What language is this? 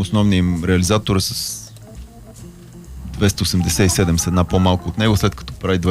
Bulgarian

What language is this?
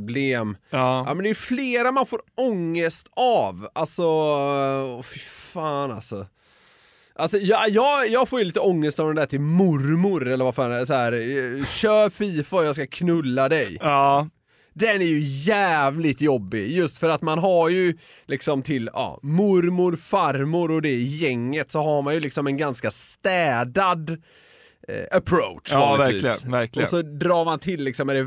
Swedish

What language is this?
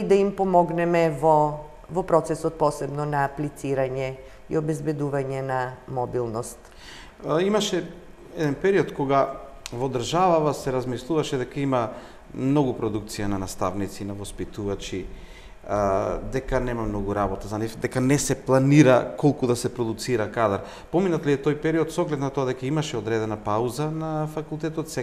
Macedonian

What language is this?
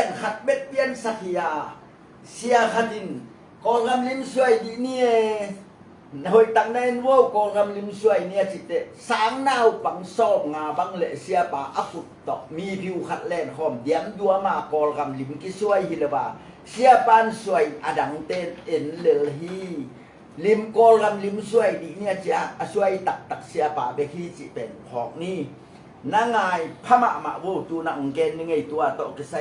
Tedim Chin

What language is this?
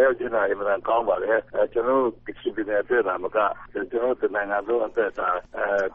Burmese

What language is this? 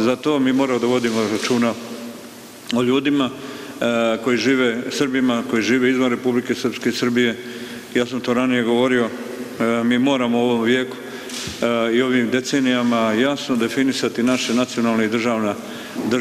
Serbian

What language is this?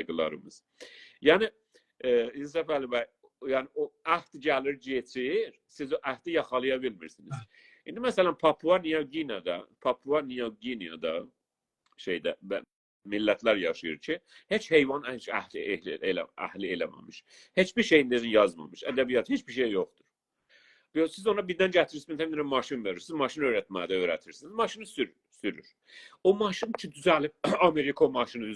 South Azerbaijani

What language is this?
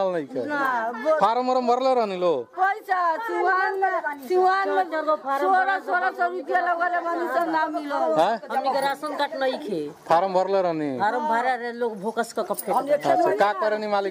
Bhojpuri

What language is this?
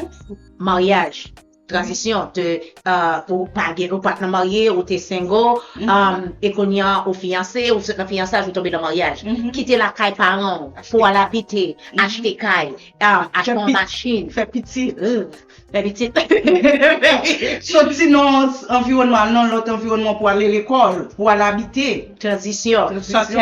Haitian Creole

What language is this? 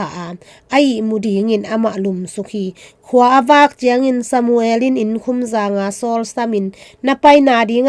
Tedim Chin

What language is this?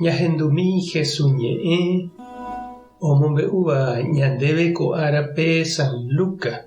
Guarani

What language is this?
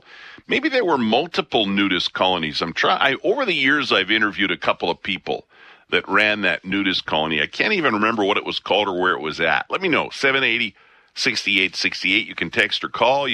English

